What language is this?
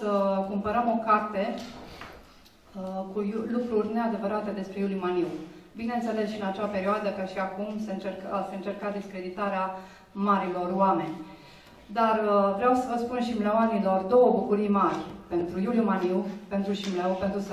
Romanian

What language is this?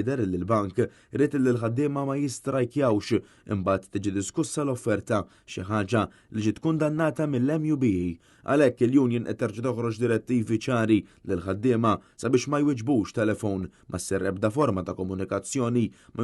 Maltese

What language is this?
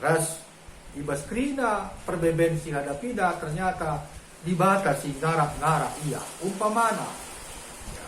Batak Karo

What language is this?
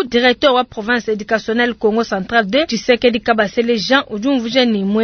Luba-Lulua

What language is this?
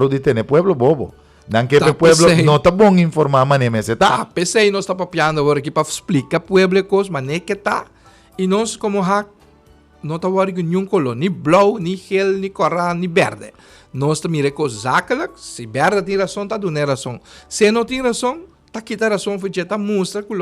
Papiamento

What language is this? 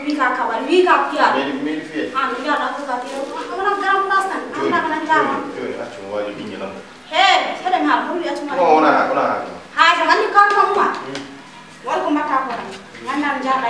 Fula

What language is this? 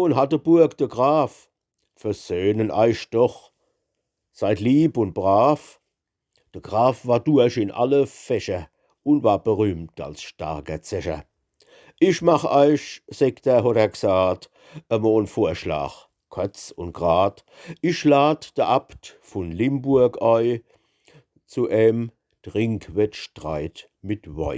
Palatine German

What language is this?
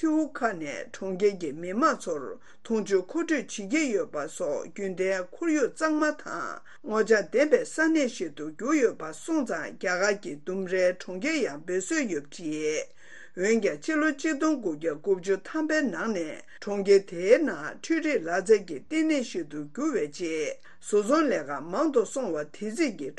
Tibetan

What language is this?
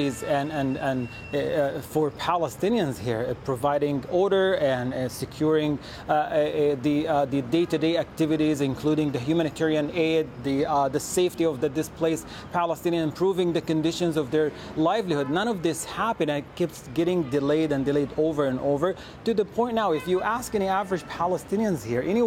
English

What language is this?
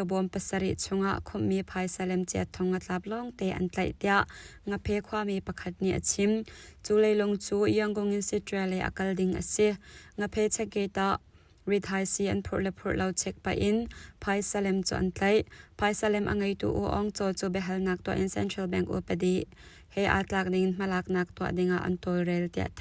Hakha Chin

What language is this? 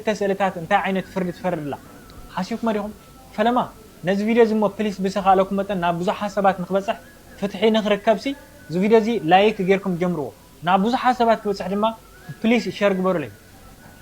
Tigrinya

